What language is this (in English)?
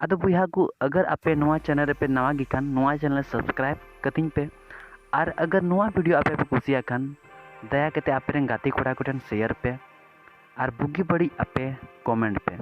Santali